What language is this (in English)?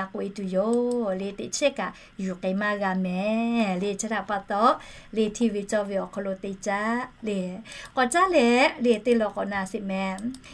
Lahu